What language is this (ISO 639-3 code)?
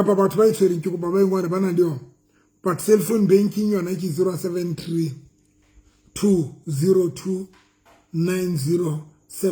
sot